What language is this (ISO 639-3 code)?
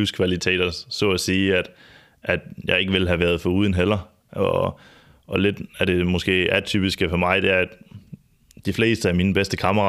dan